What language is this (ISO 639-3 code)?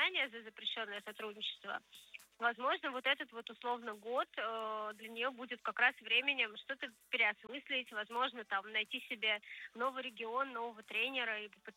rus